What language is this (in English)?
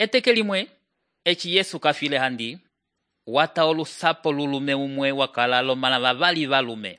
Umbundu